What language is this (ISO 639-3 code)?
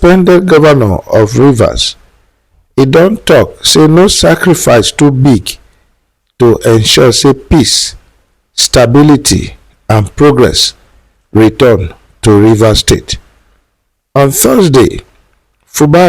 pcm